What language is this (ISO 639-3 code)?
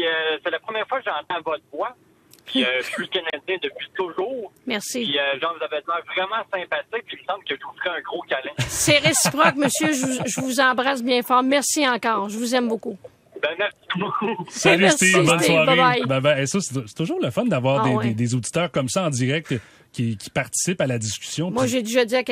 fra